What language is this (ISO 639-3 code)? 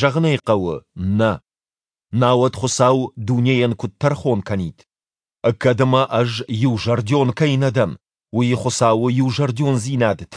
oss